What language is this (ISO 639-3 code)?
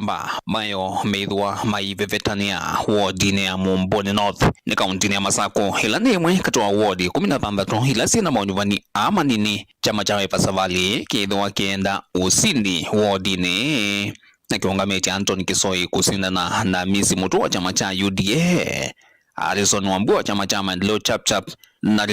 kam